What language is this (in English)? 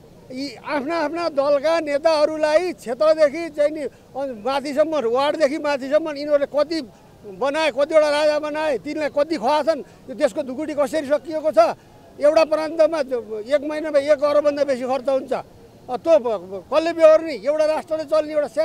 Nepali